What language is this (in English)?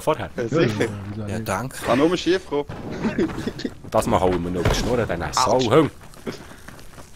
Swiss German